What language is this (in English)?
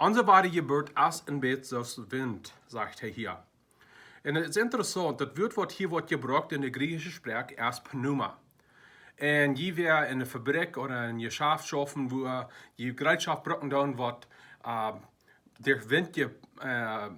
Plautdietsch